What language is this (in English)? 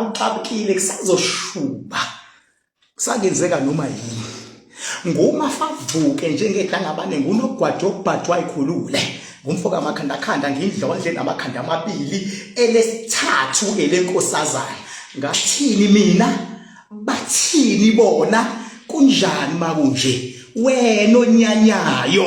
Zulu